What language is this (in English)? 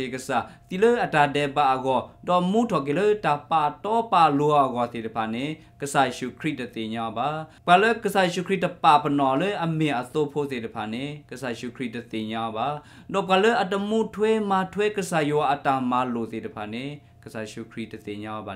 S'gaw Karen